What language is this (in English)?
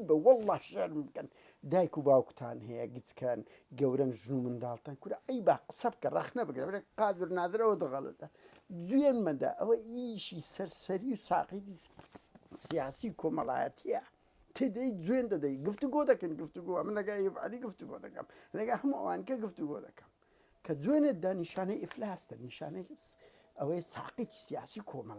Central Kurdish